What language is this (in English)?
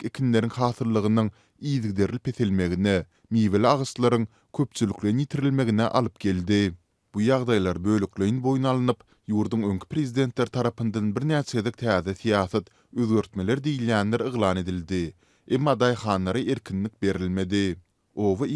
Turkmen